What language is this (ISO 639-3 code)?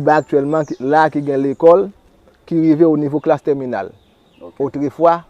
hat